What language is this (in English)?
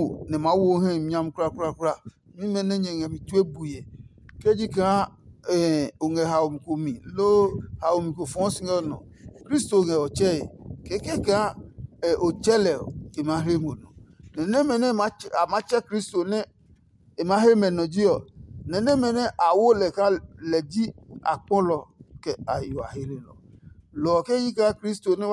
Adangme